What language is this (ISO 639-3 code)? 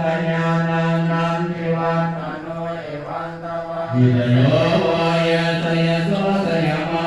pli